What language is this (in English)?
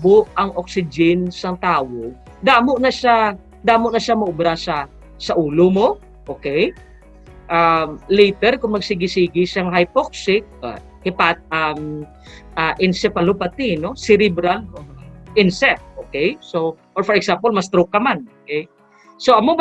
Hiligaynon